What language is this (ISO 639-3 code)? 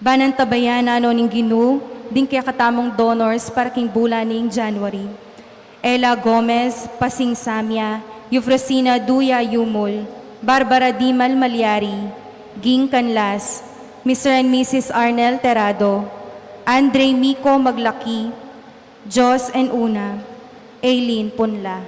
pam